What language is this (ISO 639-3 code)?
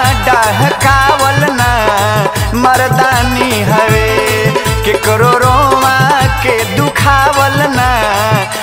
bho